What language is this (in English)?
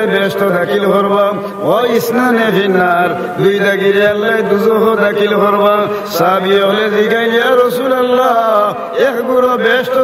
Sylheti